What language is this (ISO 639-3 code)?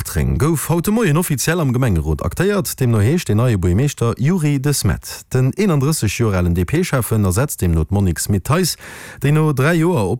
ltz